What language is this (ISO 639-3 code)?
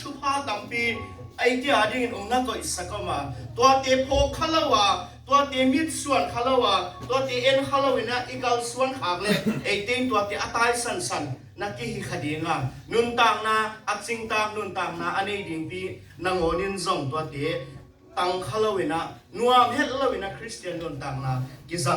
ctd